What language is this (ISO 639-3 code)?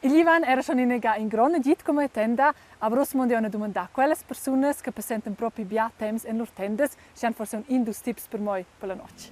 roh